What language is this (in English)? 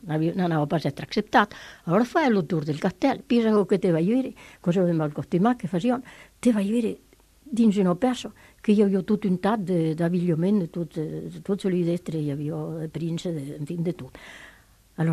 Italian